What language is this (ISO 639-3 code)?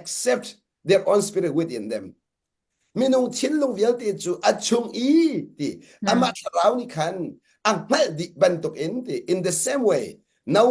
cnh